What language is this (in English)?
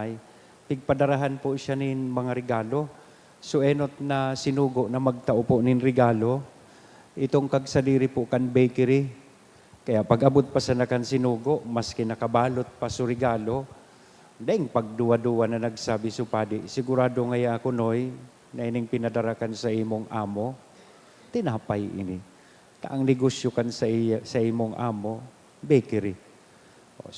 Bikol